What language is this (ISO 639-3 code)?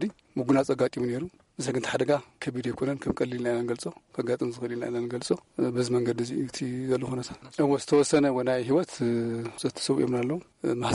tir